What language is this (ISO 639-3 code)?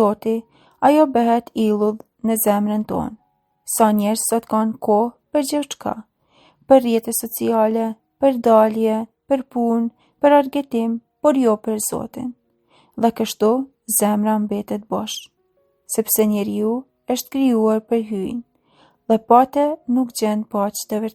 sqi